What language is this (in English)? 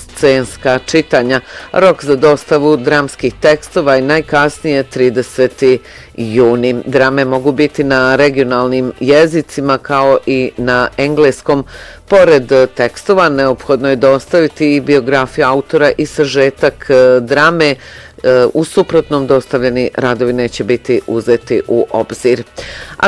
Bosnian